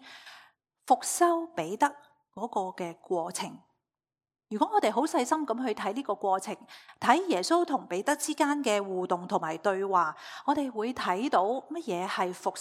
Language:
Cantonese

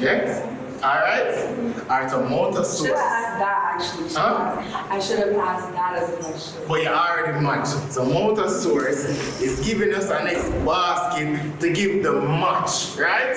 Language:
Jamaican Creole English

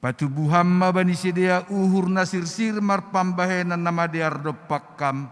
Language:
Batak Simalungun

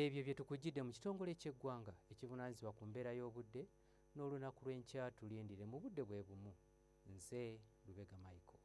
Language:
Ganda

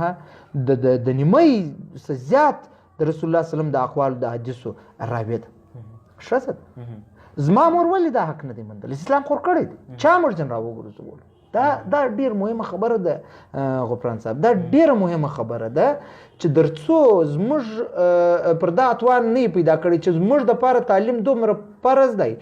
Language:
Pashto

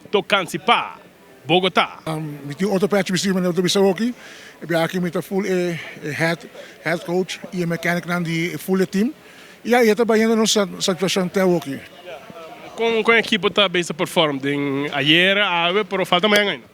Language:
Papiamento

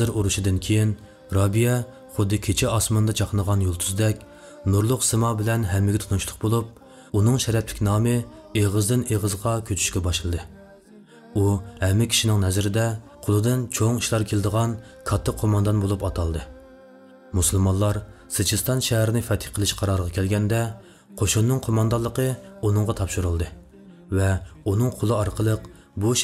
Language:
Uyghur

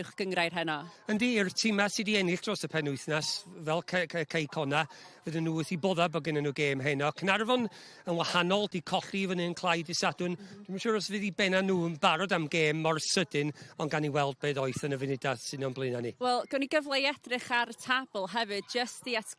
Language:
Welsh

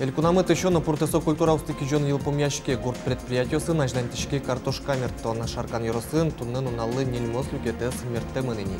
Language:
Udmurt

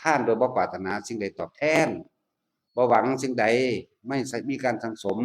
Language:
Northeastern Thai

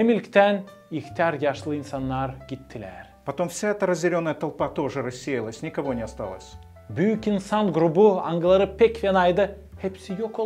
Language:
Gagauz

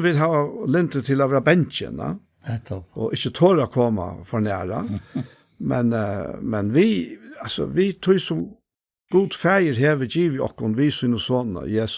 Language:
Faroese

